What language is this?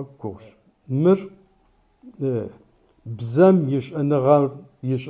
Kabardian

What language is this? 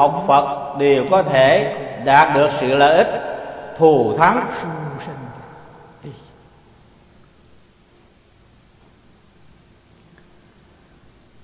Vietnamese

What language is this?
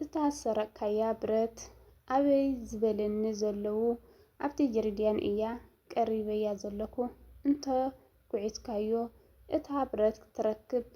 Tigrinya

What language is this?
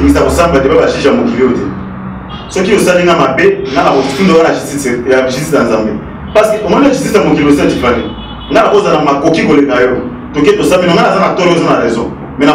Lingala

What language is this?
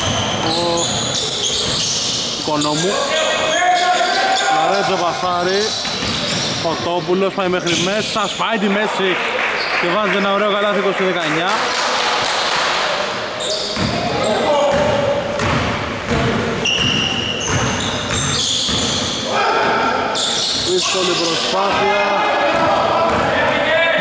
Greek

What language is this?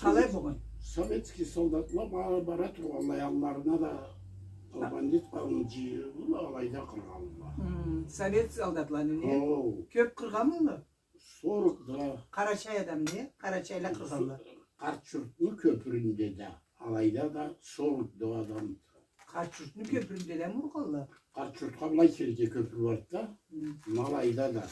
Karachay-Balkar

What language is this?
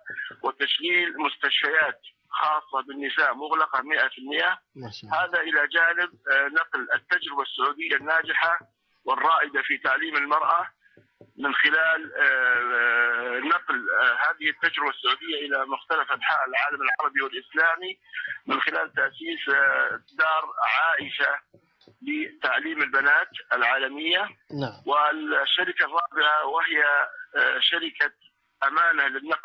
Arabic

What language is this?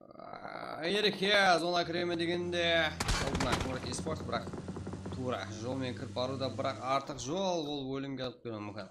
Kara-Kalpak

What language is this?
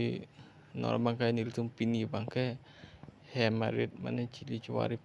Karbi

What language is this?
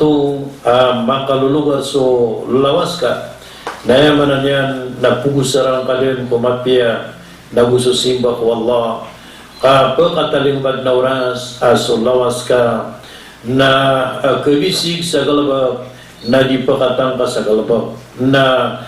Maranao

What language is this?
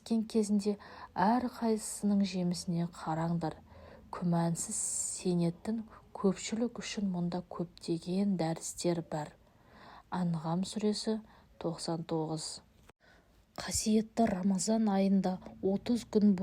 Kazakh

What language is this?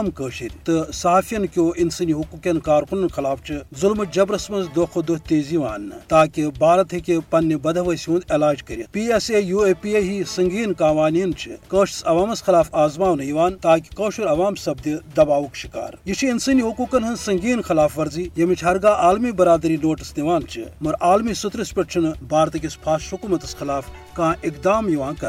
Kashmiri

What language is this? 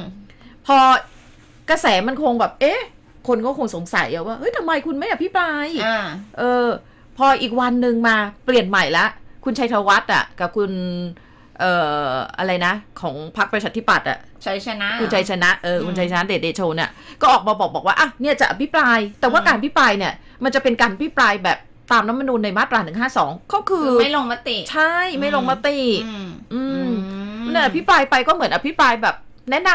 Thai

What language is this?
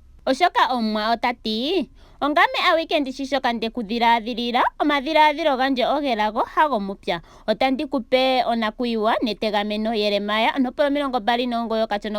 Ndonga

